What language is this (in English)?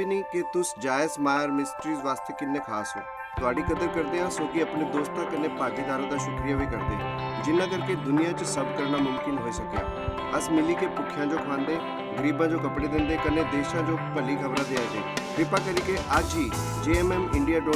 Dogri